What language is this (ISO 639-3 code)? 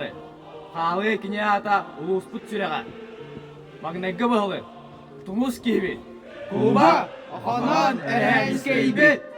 sah